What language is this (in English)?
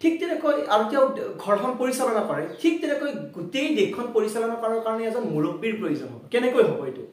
Assamese